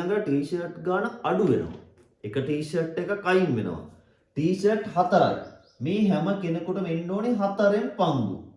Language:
Sinhala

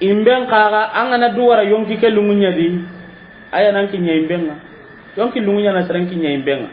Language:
Soninke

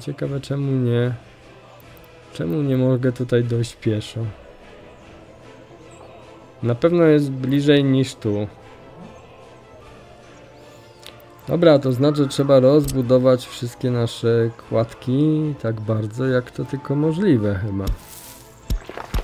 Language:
Polish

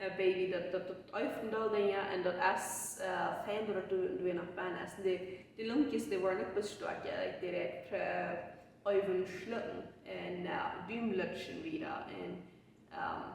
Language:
Plautdietsch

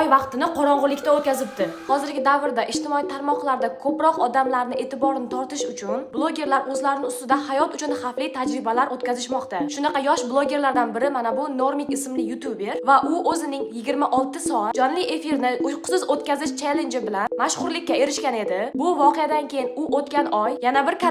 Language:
Uzbek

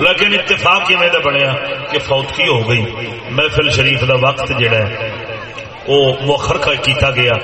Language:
Saraiki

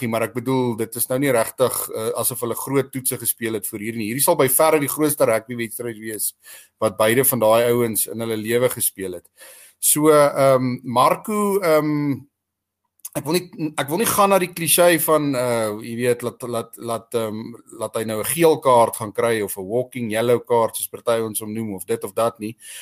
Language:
Afrikaans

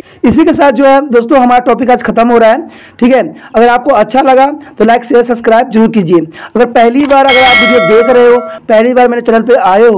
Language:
Hindi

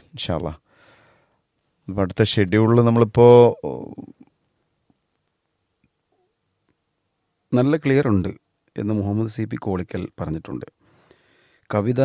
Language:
Malayalam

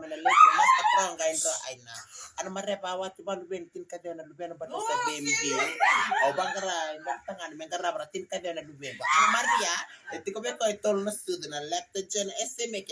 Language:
Fijian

